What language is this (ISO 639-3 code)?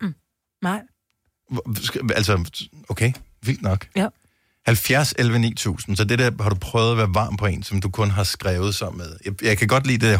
dan